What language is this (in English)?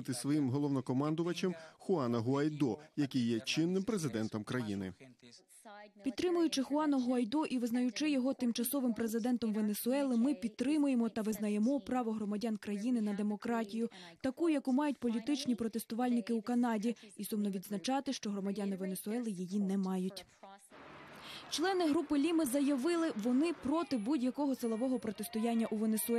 Ukrainian